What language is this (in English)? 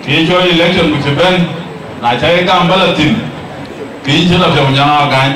Dinka